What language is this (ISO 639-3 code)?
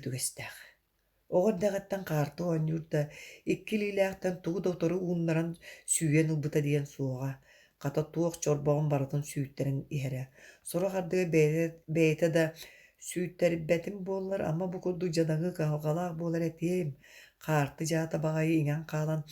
sah